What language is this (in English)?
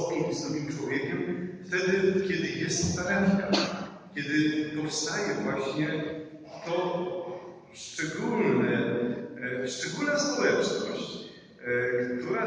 Polish